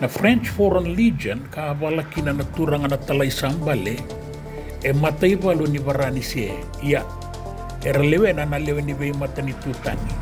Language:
Fijian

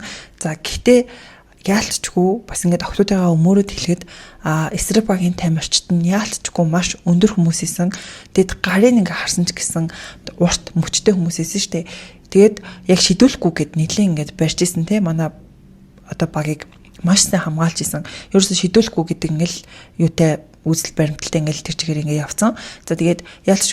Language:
Mongolian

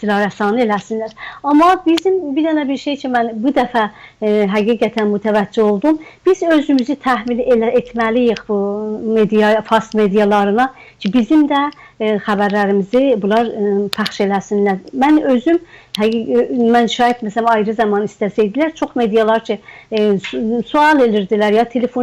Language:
South Azerbaijani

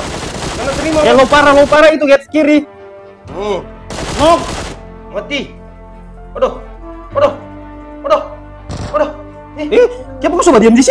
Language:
Manado Malay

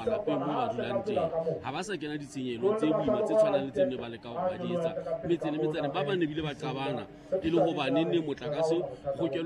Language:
Southern Sotho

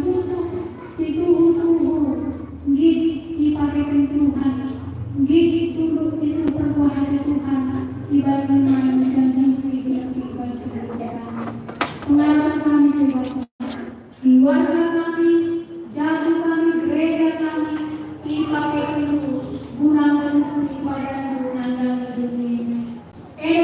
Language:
Batak Karo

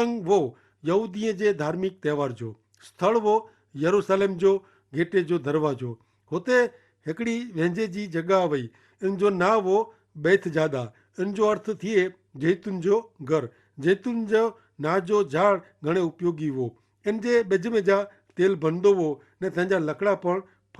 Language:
Kachhi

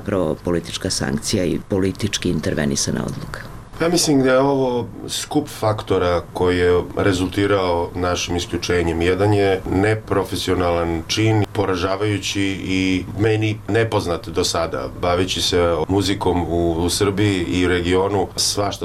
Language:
Serbian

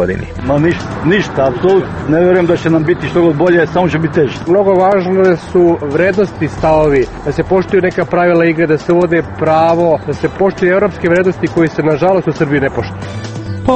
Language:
Serbian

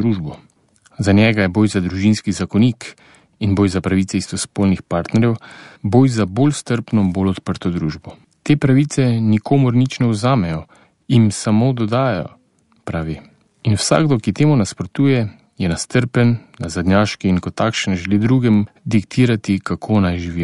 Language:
Slovenian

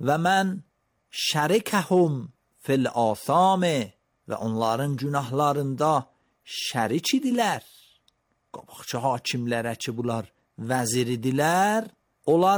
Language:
Azerbaijani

